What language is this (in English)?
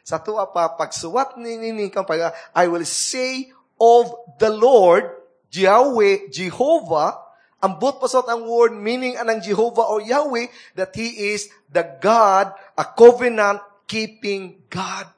Cebuano